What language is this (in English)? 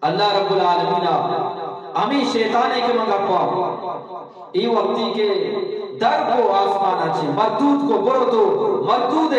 Eastern Balochi